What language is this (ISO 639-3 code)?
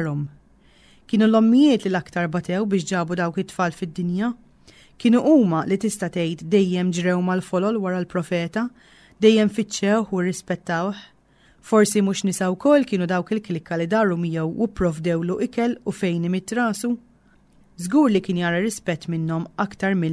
mlt